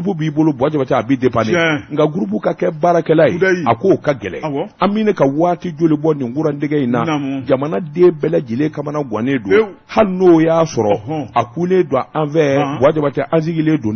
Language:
Bambara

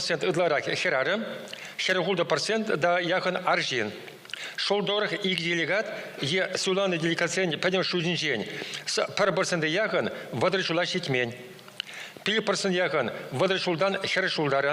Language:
Chuvash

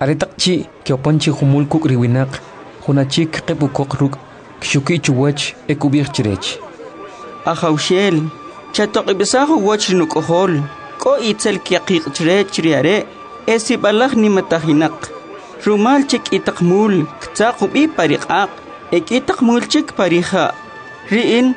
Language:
Kʼicheʼ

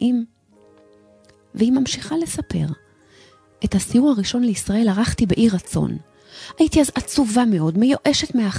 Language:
Hebrew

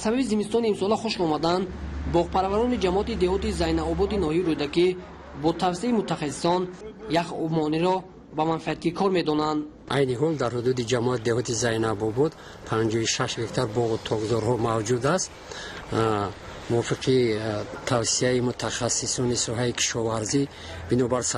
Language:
Tajik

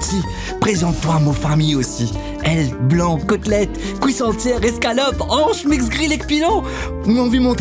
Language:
Morisyen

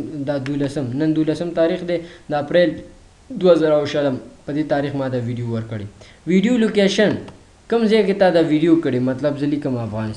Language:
Pashto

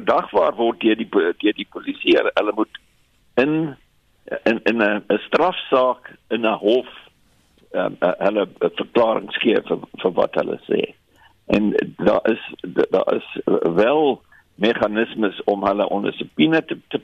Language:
Afrikaans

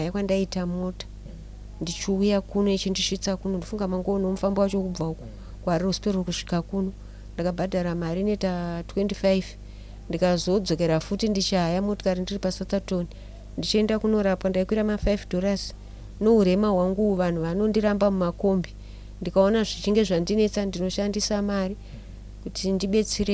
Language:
Shona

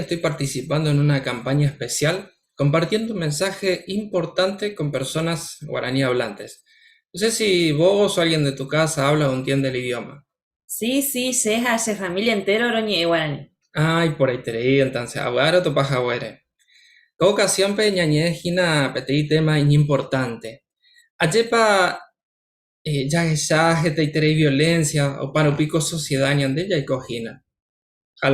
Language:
Guarani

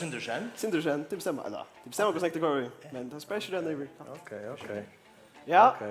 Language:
Faroese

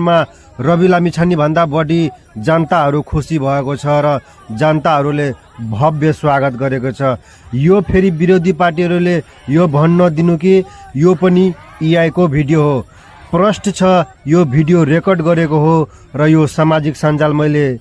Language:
Nepali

